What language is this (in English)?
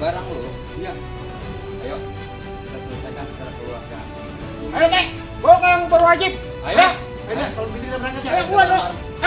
Betawi